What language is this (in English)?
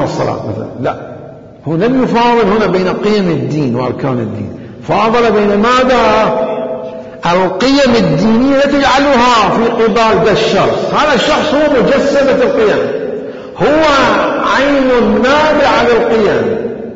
Mesopotamian Arabic